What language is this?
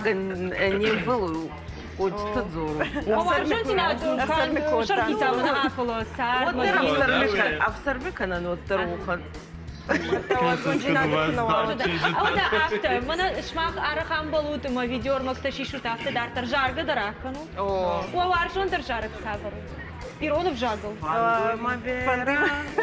Ossetic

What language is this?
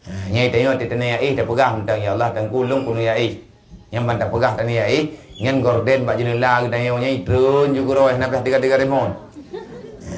Achinese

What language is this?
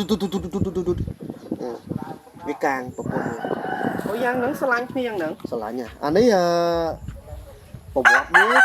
Khmer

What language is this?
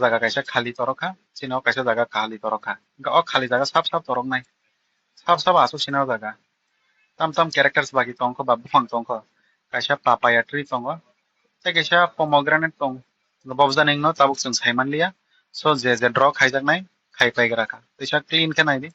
Kok Borok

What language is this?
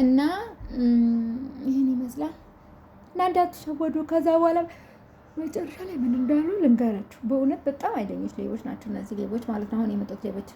Amharic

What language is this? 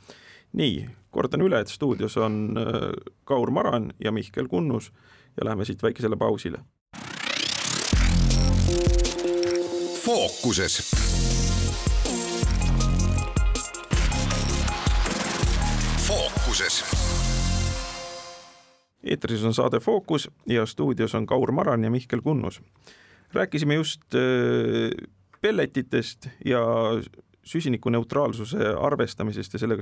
Estonian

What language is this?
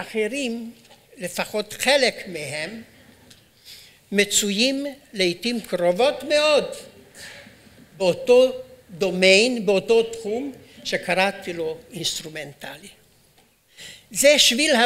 Hebrew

